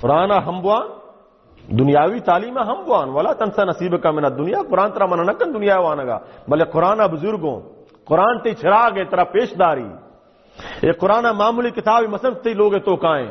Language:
Baluchi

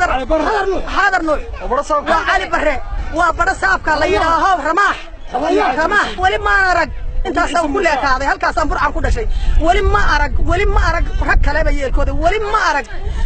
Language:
Somali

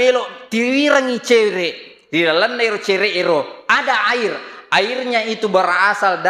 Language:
Buginese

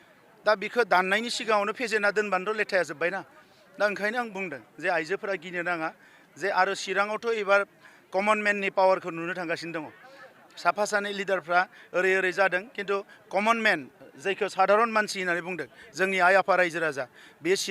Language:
Bodo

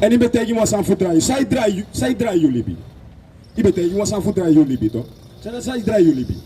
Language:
Sranan Tongo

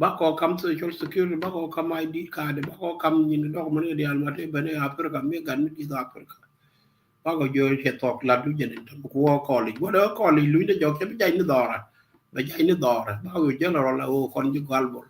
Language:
Nuer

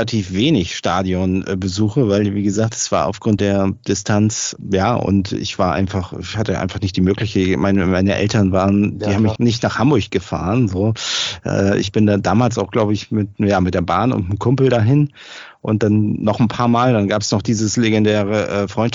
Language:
German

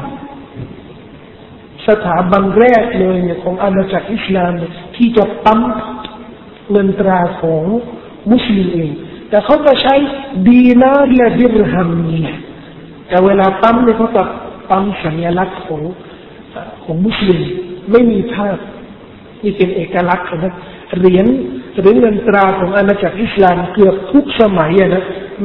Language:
Thai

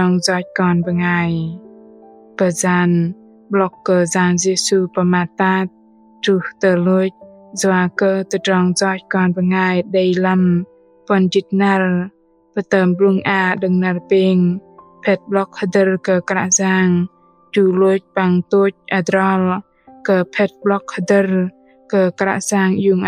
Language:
Bahnar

